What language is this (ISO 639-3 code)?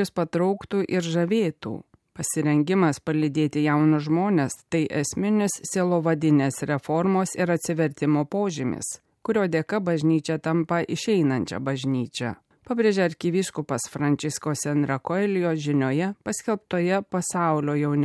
lit